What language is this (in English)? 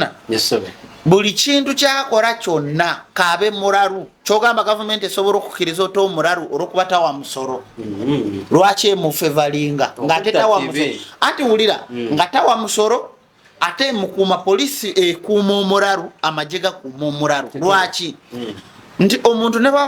Ganda